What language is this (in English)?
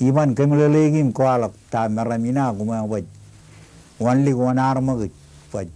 Marshallese